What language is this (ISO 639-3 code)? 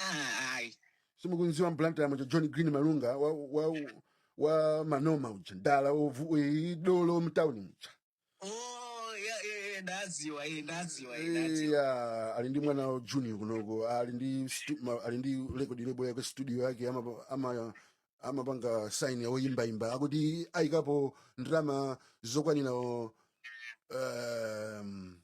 nya